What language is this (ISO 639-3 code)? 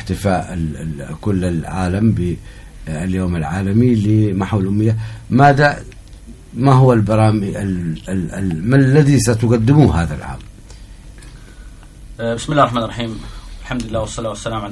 ara